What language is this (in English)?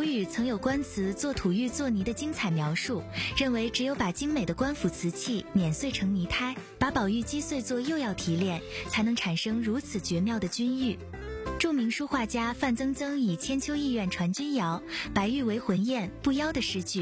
Chinese